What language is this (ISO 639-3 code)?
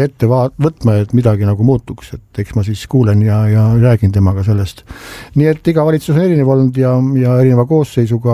est